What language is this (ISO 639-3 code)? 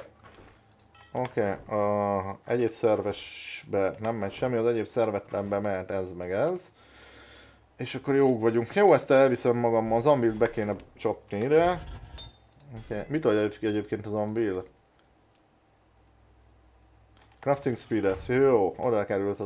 hun